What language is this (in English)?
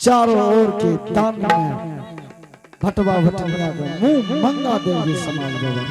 Angika